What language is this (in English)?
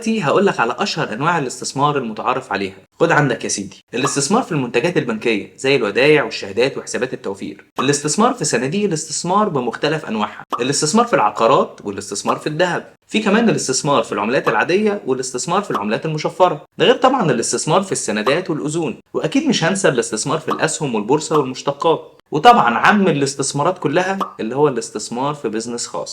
Egyptian Arabic